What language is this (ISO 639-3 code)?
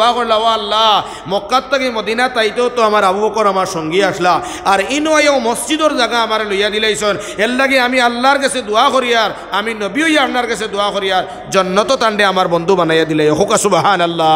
syl